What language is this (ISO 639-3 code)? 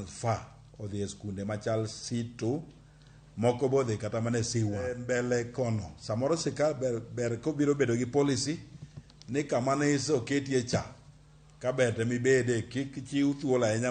luo